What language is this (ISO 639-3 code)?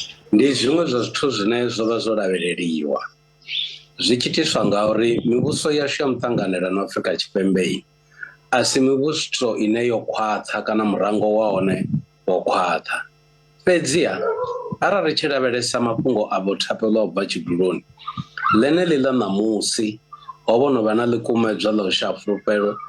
ven